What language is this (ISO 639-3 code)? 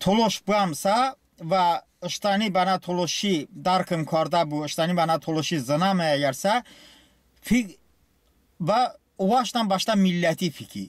tly